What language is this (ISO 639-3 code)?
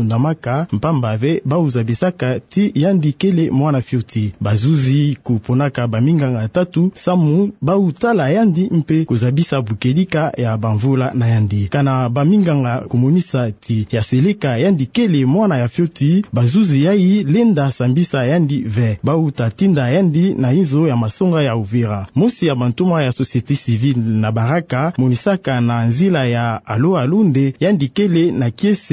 ktu